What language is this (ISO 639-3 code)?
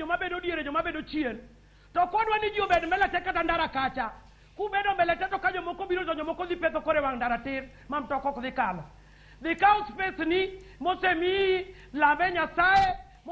luo